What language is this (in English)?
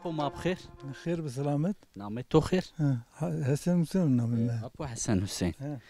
Zaza